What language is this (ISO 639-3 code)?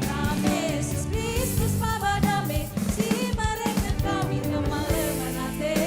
btx